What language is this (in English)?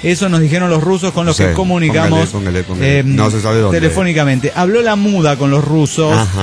Spanish